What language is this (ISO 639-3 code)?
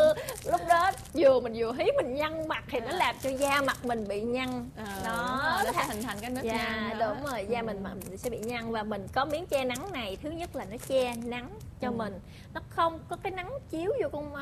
vie